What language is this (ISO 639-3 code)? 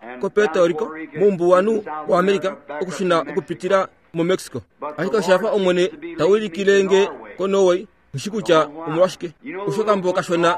kua